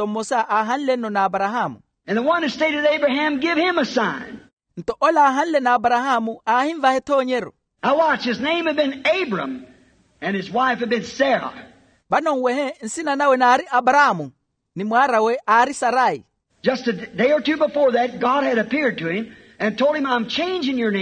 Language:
Makhuwa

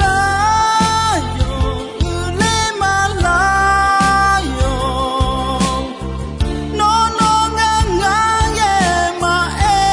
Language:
Akha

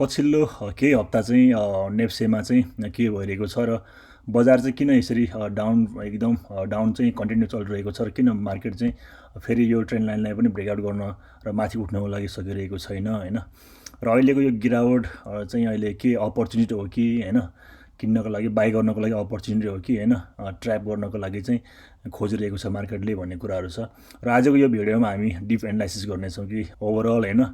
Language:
Nepali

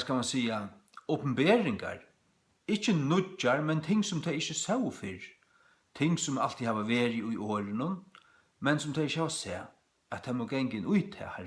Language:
Faroese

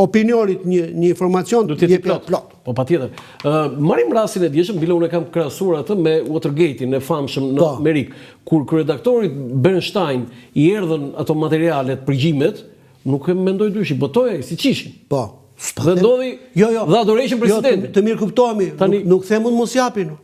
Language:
Albanian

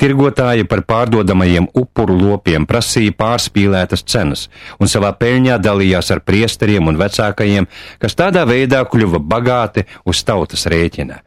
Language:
Latvian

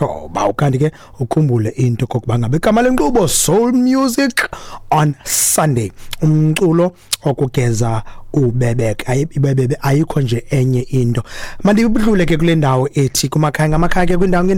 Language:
Xhosa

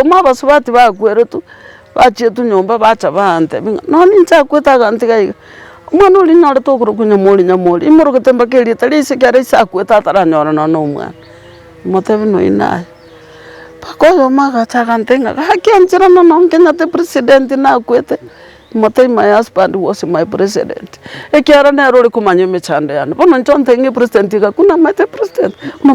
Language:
Gusii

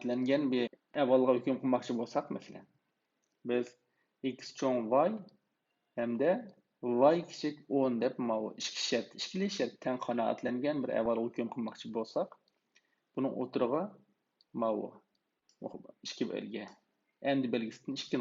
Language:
Uyghur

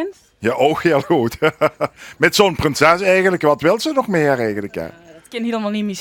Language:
Limburgish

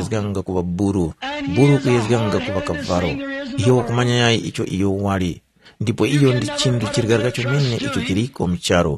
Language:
Tumbuka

